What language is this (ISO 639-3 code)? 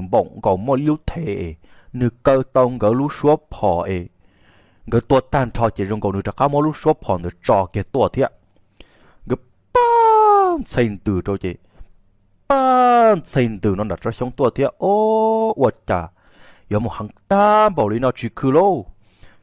hmn